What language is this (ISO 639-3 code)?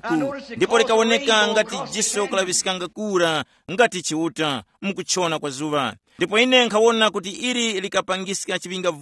tum